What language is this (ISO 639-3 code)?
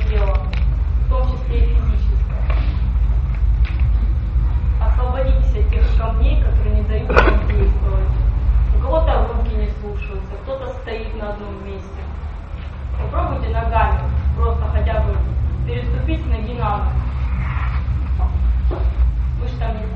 rus